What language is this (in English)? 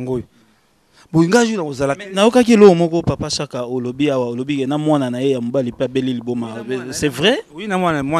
Lingala